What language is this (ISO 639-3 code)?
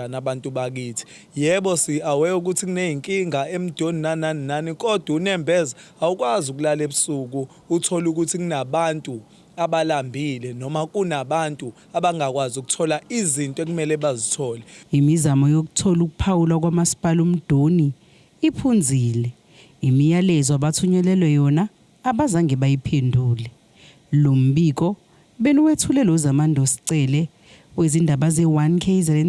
zul